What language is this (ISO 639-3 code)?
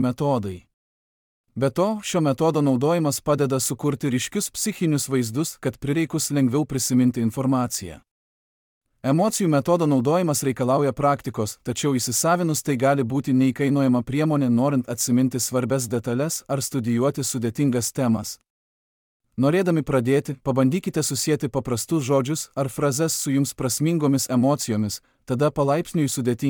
lit